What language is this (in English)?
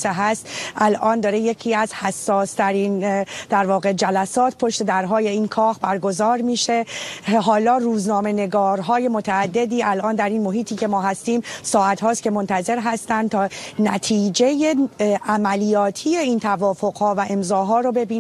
Persian